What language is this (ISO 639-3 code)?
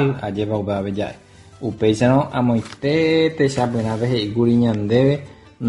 grn